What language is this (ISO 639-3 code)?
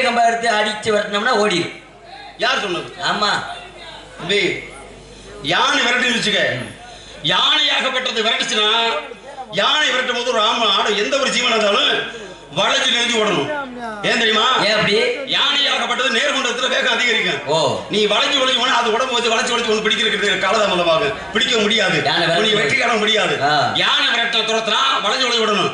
tam